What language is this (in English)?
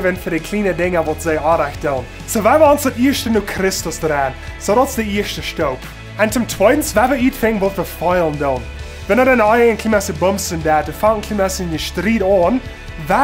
Plautdietsch